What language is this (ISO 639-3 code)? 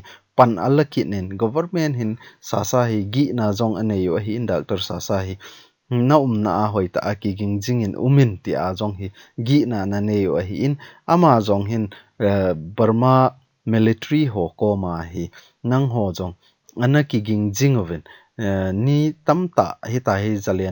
tcz